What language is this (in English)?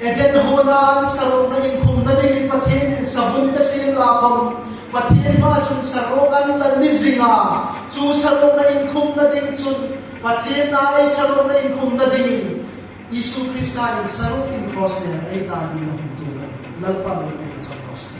Hmar